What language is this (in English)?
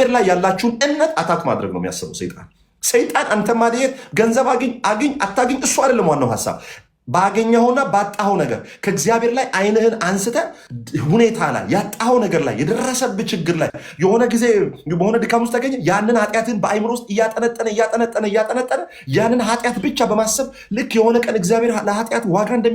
Amharic